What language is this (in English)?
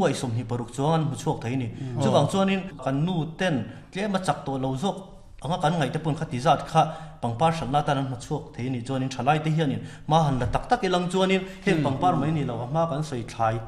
Mizo